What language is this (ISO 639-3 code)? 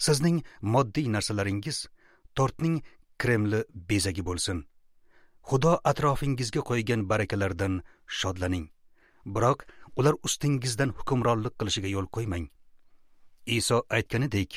uzb